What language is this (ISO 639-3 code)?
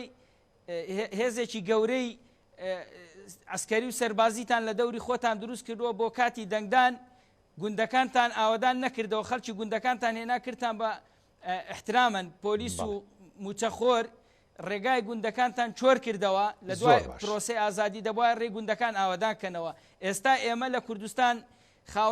ckb